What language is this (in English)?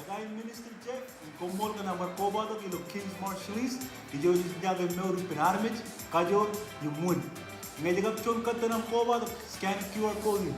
Marshallese